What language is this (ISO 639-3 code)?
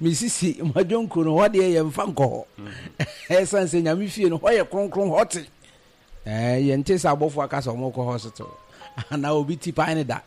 aka